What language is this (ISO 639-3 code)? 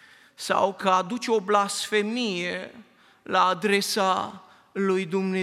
ron